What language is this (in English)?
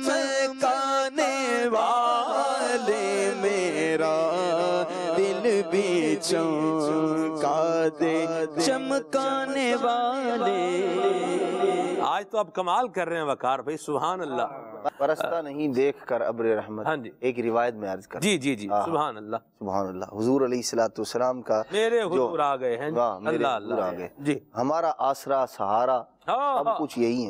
Urdu